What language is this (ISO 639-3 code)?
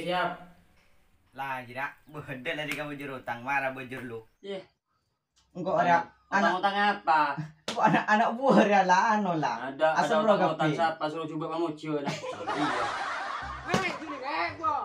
mad